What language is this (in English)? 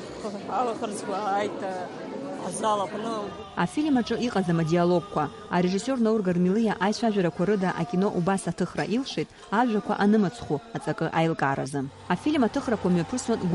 Abkhazian